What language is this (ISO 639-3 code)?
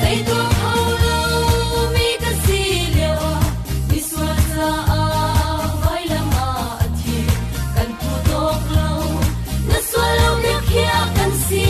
cfm